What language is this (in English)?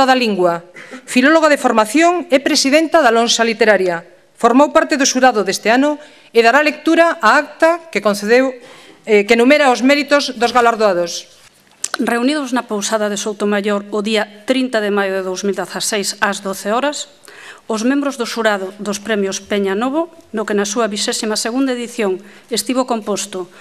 Galician